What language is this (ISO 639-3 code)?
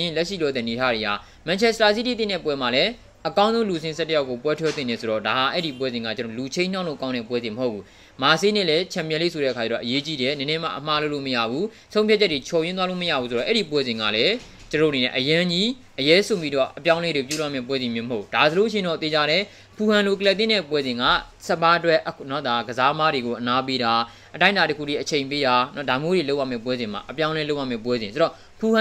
mya